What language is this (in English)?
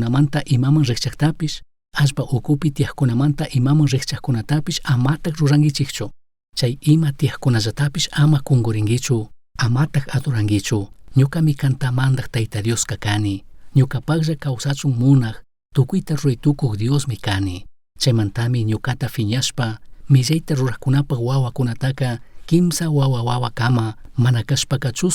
Chimborazo Highland Quichua